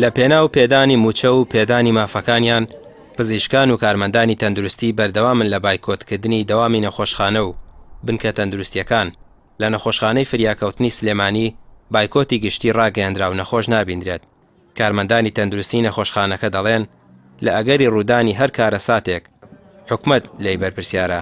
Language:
Central Kurdish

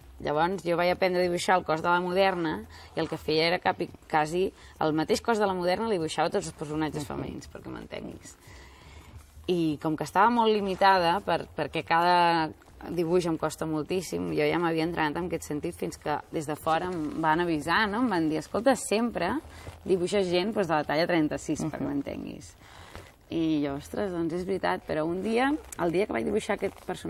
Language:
Catalan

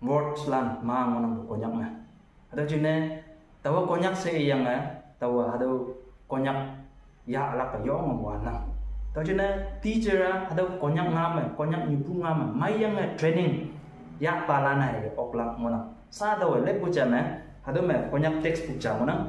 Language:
Konyak Naga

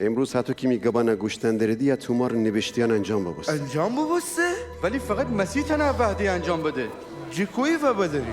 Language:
Gilaki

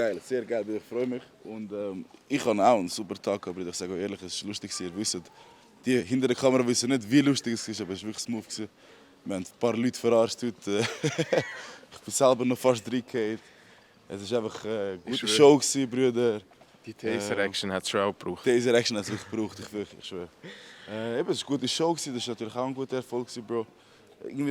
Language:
Swiss German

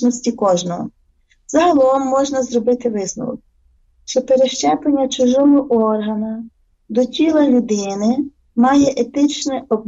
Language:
Ukrainian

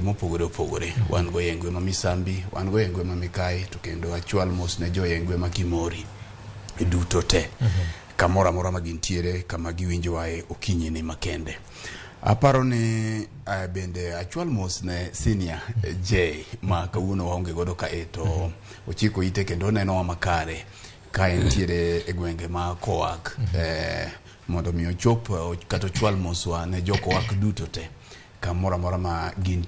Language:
Luo (Kenya and Tanzania)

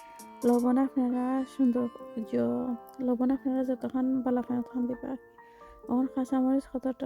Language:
Sylheti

